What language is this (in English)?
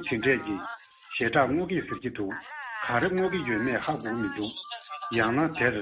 Tibetan